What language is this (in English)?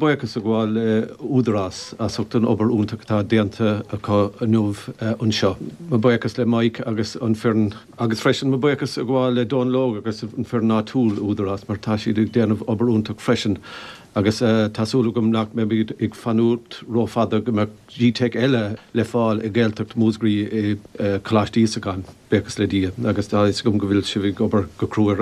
Irish